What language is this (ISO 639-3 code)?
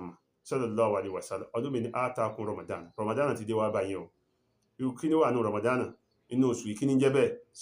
yor